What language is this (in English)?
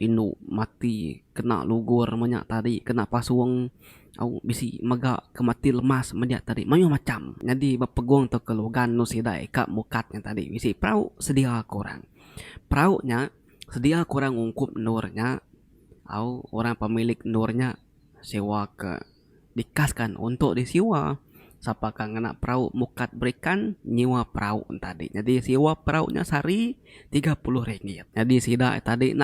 Iban